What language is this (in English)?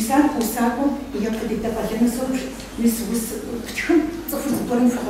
Kabardian